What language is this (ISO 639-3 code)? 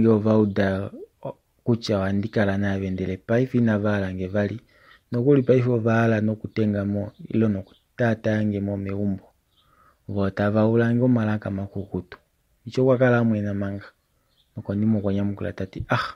kua